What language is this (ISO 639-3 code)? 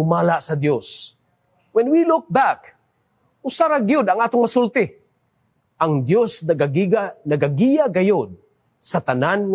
ceb